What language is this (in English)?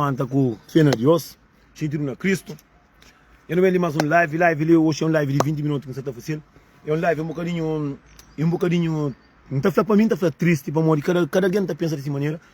Kabuverdianu